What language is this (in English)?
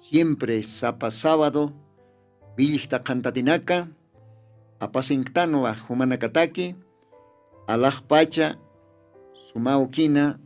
Aymara